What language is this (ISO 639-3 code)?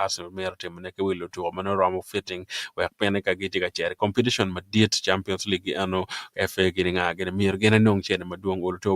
ach